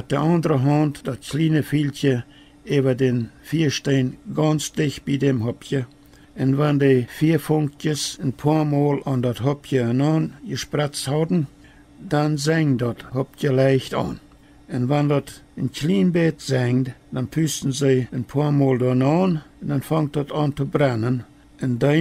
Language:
Plautdietsch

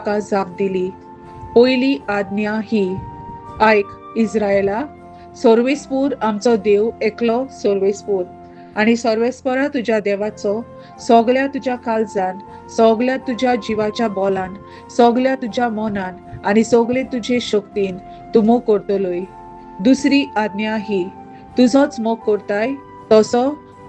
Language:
Konkani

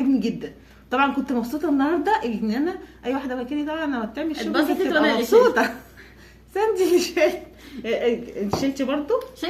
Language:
Egyptian Arabic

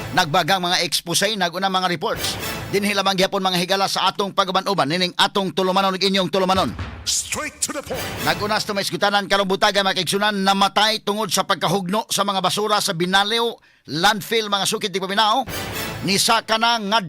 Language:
Cebuano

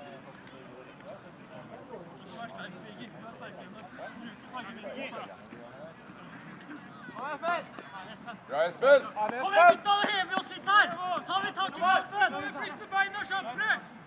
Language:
Norwegian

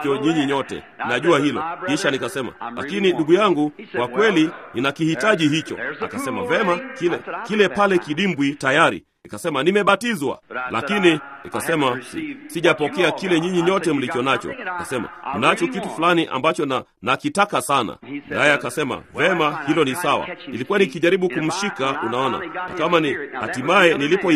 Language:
Swahili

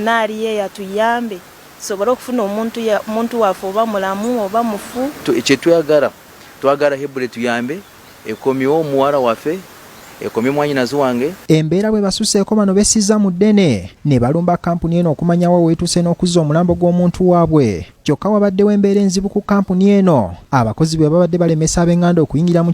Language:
Ganda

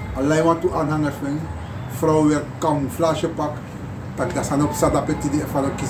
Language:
Sranan Tongo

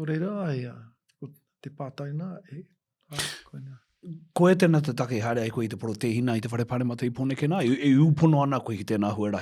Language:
Māori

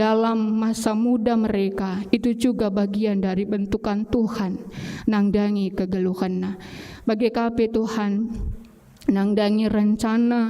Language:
Batak Karo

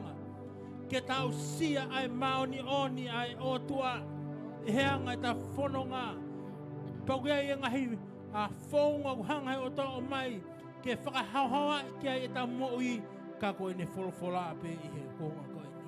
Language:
Tongan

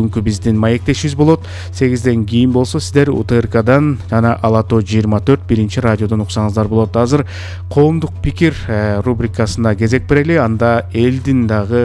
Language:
Kyrgyz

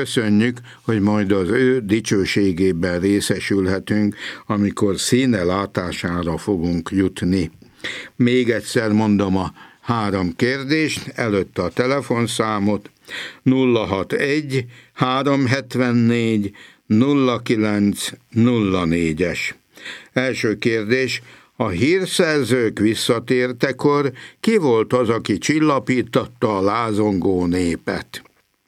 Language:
Hungarian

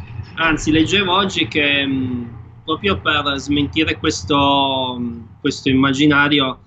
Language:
Italian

